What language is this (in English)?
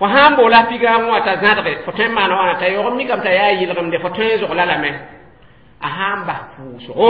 Mossi